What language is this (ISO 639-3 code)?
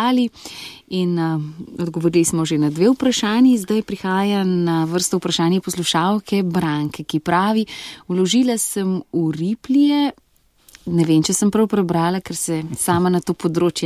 slv